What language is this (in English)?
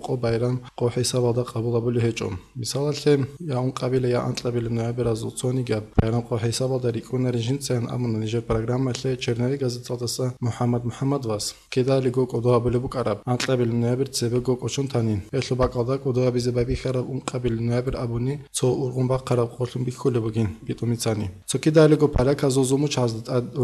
Avaric